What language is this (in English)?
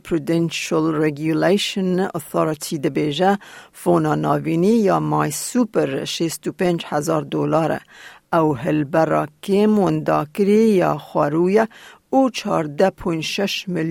Kurdish